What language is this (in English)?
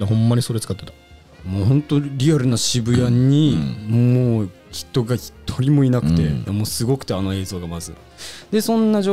Japanese